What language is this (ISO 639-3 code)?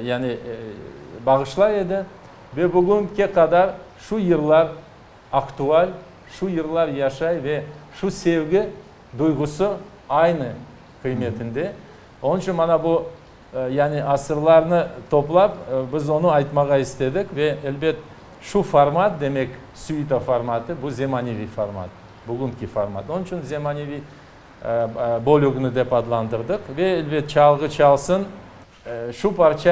crh